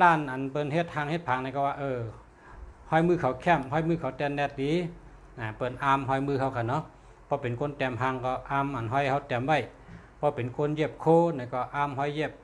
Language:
Shan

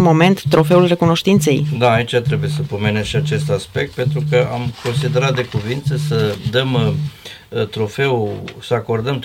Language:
Romanian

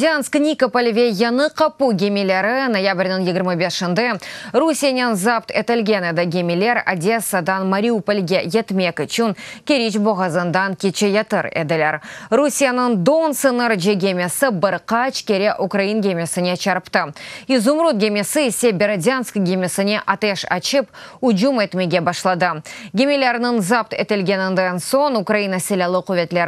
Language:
Crimean Tatar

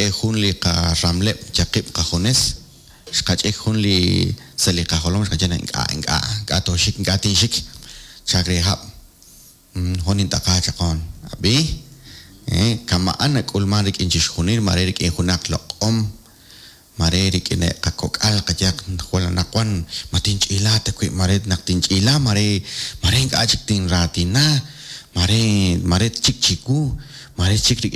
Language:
Kekchí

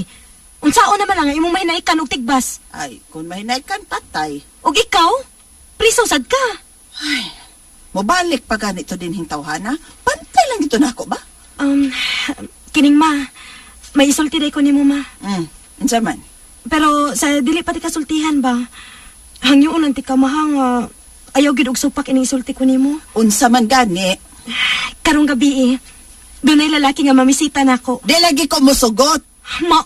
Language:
Cebuano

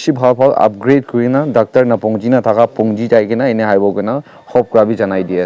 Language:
Naga Pidgin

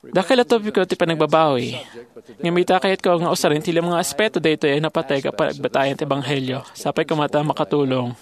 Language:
Iloko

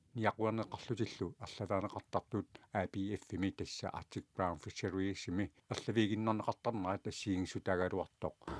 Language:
Kalaallisut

